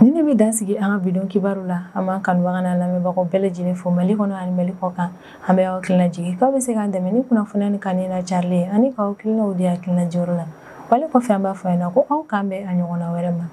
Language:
Bambara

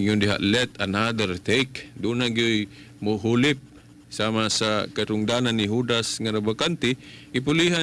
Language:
Cebuano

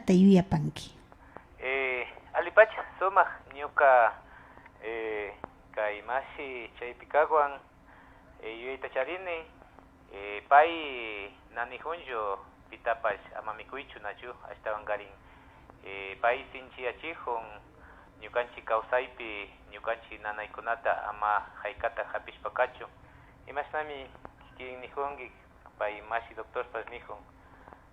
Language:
Imbabura Highland Quichua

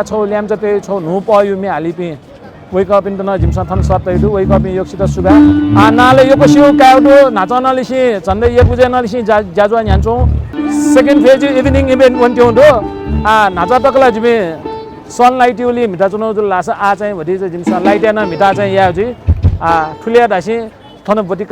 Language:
Newari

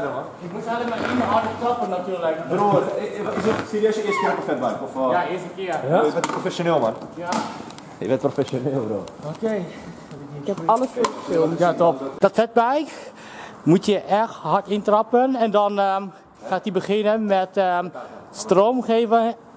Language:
Dutch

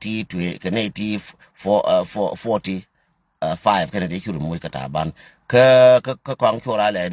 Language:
Nuer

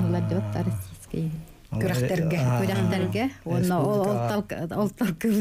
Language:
Yakut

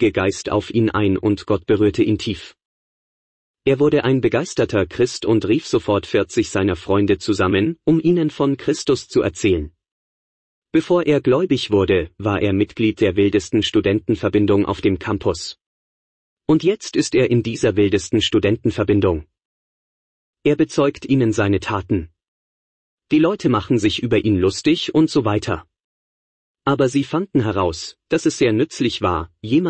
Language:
German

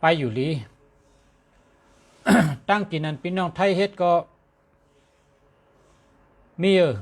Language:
Shan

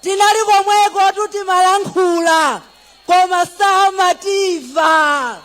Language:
Nyanja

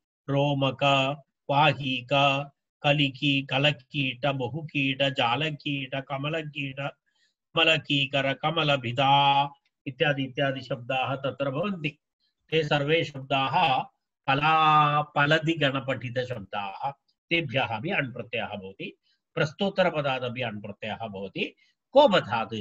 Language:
Sanskrit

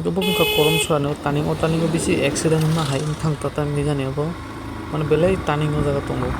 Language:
Kok Borok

